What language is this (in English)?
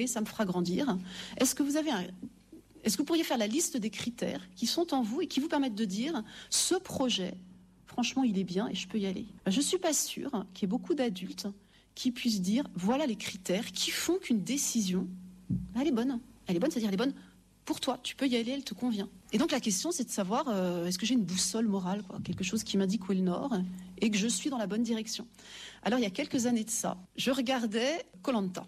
French